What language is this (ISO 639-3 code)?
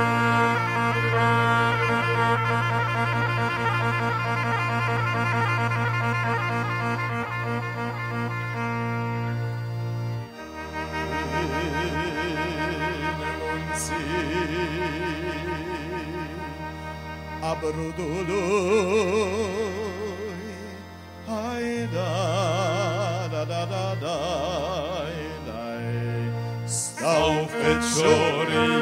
ron